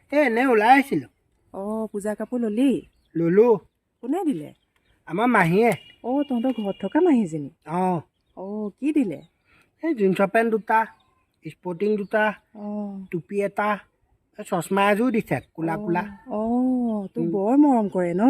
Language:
Assamese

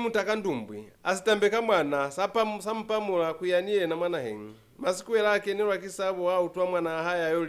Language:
Lozi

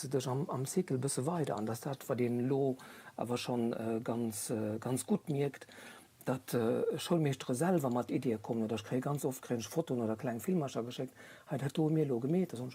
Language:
Luxembourgish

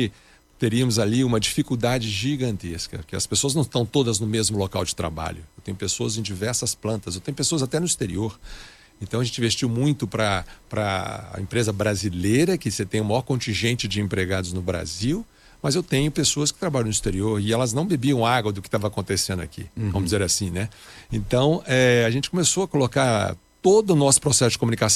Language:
Portuguese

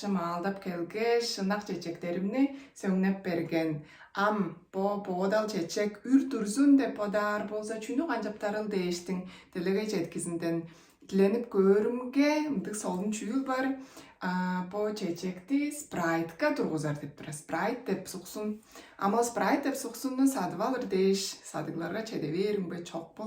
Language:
Tuvinian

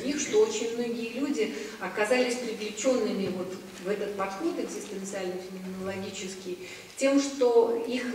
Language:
Russian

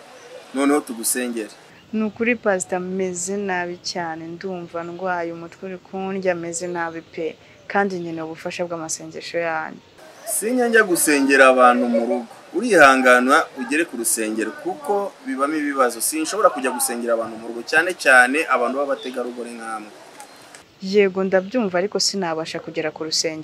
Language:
Kinyarwanda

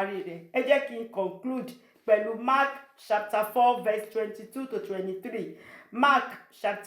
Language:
Yoruba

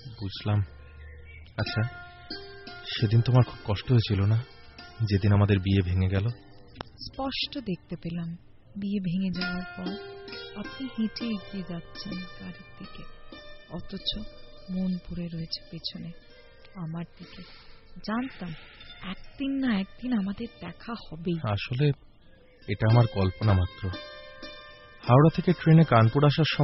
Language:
Bangla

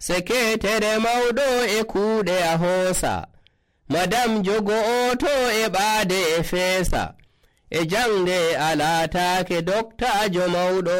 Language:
Nigerian Fulfulde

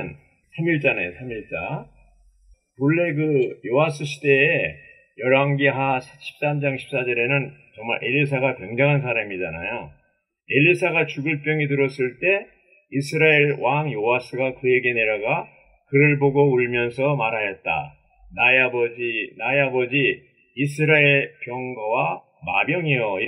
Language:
Korean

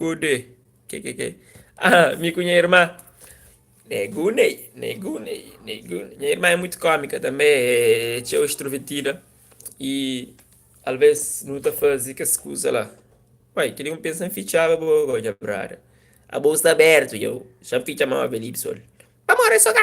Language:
Kabuverdianu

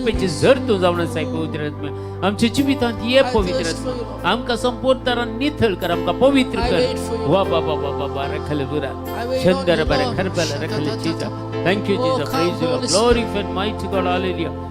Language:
Konkani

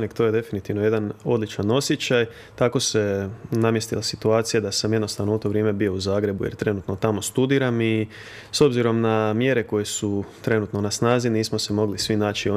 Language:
Croatian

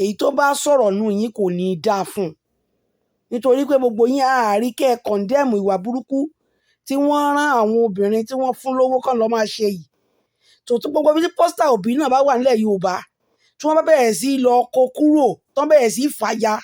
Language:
Yoruba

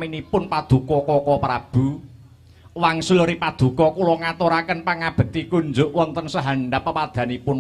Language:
Javanese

